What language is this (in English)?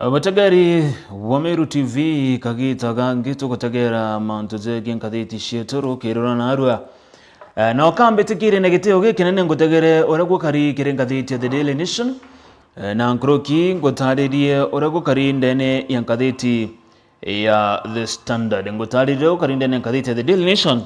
Meru